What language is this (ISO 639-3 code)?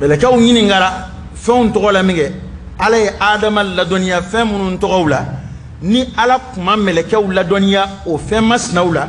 bam